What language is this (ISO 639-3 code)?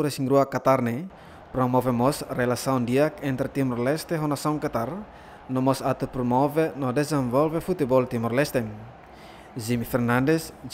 tet